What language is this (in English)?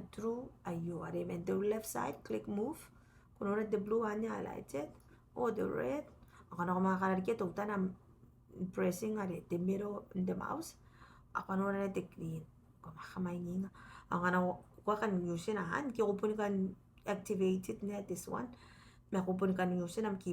Gilbertese